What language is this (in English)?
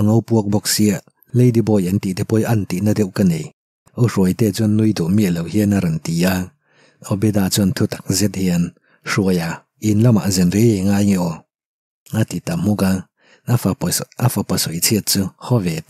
Mizo